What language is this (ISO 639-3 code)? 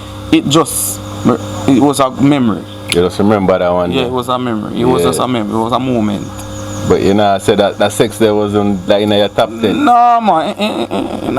jam